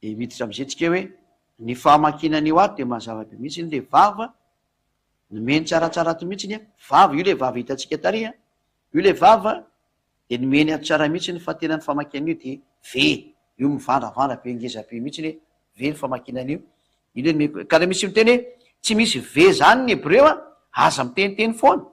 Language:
Malagasy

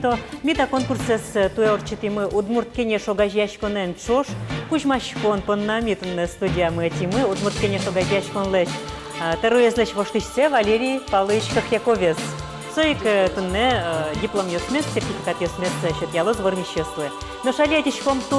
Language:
Udmurt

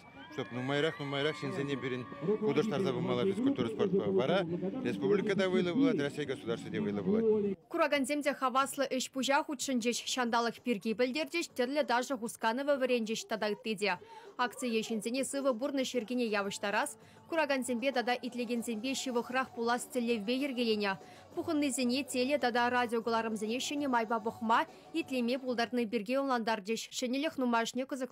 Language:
Chuvash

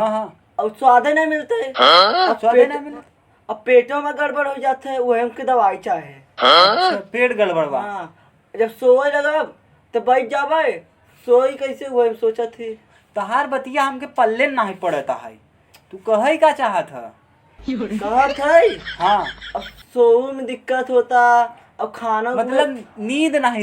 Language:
Awadhi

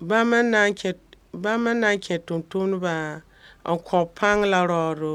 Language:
Mossi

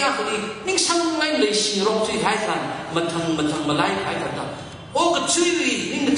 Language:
Tangkhul Naga (India)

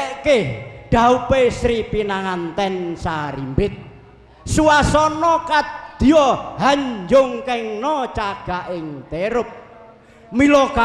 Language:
Javanese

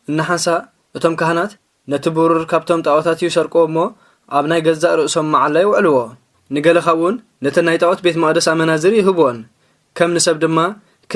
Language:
Tigrinya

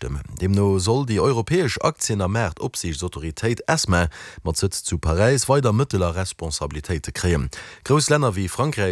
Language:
Luxembourgish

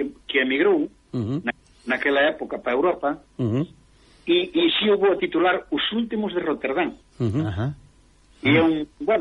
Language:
Galician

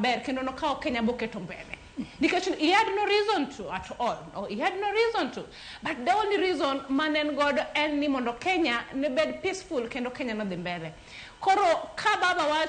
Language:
Luo (Kenya and Tanzania)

